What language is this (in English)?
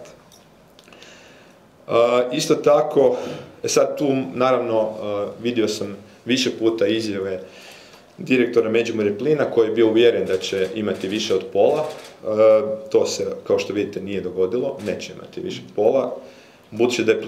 Croatian